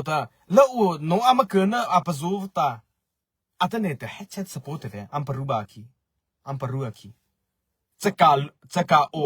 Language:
Mara Chin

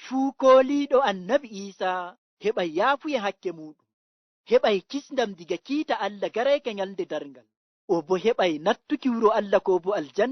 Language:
Nigerian Fulfulde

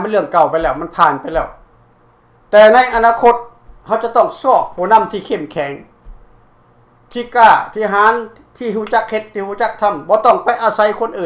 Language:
Lao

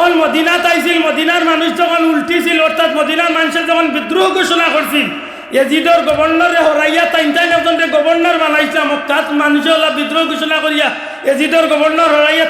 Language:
Sylheti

